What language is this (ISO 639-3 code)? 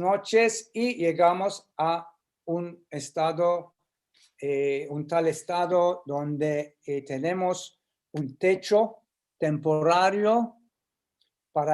lad